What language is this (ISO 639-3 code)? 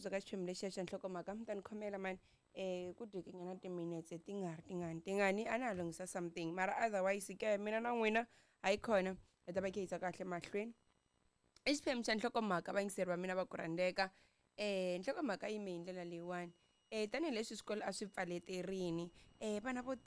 tso